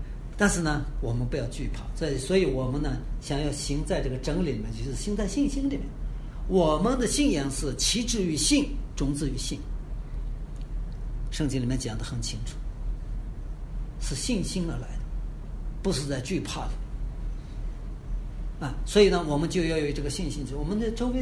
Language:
Chinese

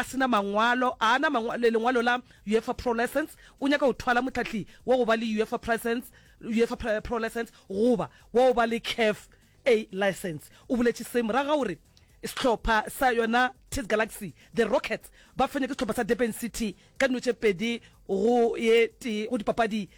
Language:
Northern Sotho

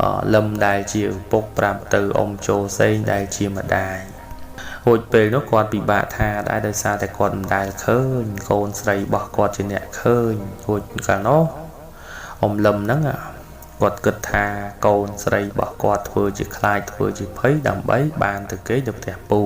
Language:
Khmer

